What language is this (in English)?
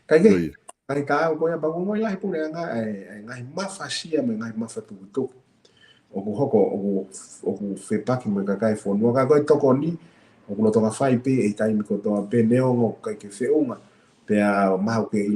Tongan